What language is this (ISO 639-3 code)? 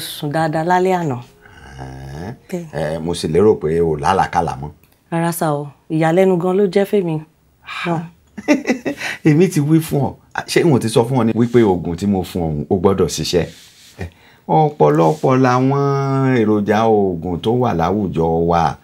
yor